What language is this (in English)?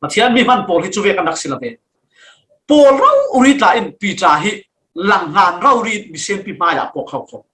Falam Chin